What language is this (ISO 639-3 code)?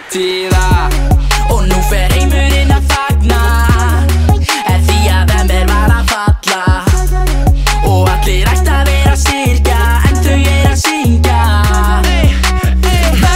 isl